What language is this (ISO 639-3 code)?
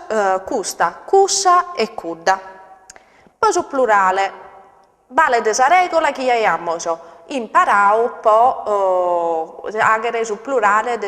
srd